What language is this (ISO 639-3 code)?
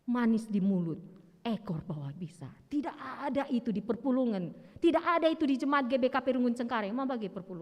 btx